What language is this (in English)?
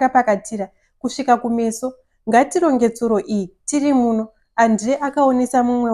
Shona